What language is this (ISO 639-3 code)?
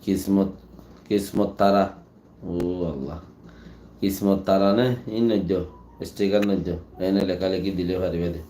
rhg